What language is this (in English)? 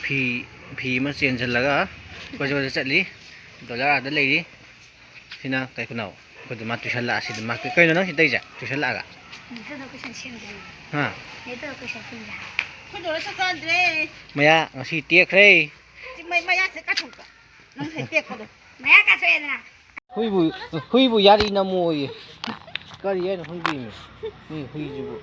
Manipuri